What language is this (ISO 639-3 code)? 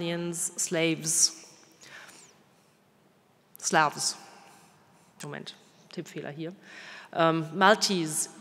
deu